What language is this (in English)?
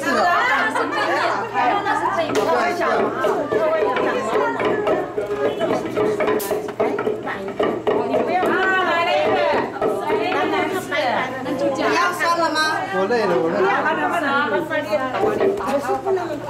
Chinese